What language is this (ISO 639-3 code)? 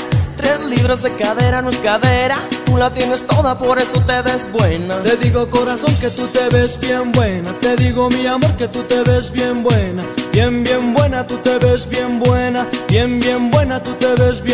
spa